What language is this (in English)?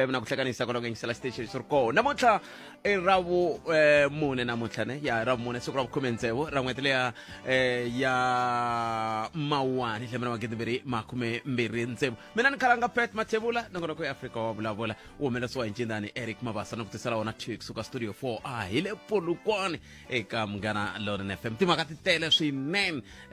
Tsonga